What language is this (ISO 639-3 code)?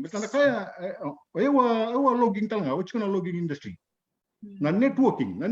fij